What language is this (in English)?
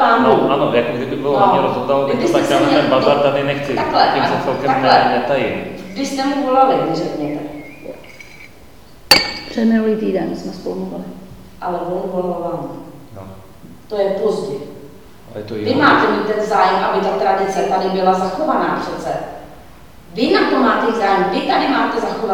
Czech